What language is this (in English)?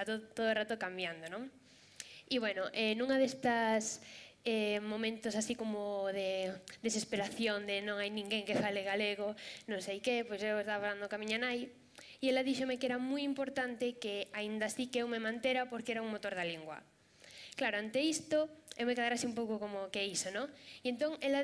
Galician